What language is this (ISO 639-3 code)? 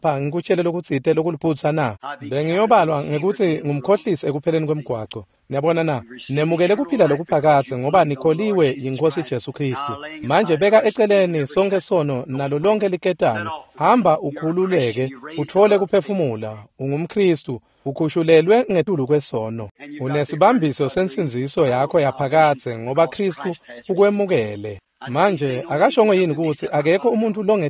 ssw